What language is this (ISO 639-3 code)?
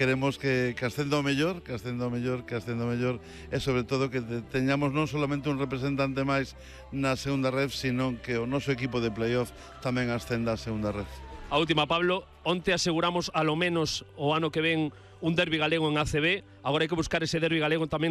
glg